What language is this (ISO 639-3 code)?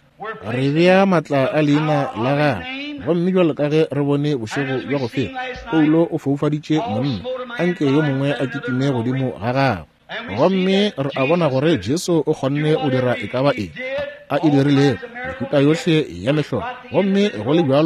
nso